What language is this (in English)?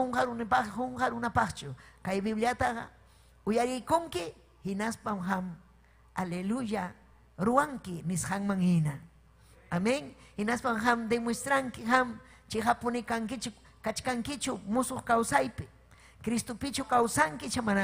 Ayacucho Quechua